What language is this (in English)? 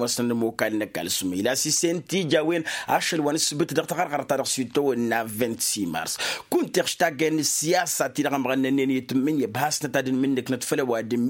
Tamasheq